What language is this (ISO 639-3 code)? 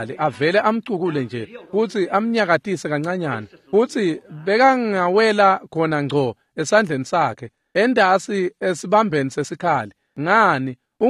ssw